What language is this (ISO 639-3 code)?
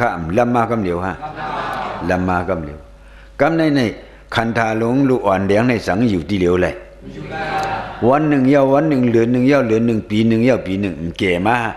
shn